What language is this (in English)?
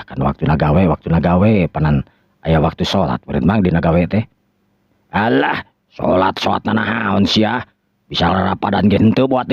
Sundanese